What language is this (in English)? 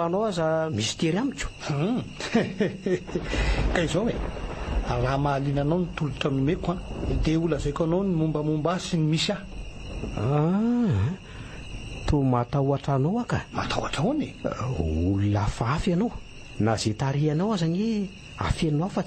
Malagasy